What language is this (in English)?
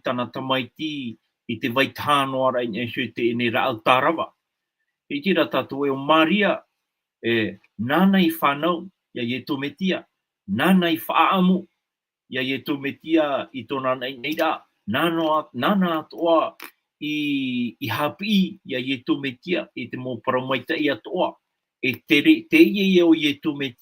Tahitian